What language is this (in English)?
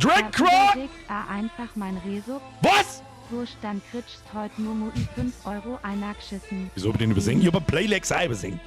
Bavarian